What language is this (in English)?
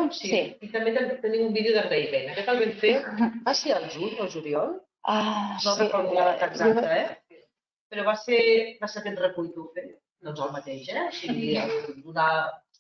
Catalan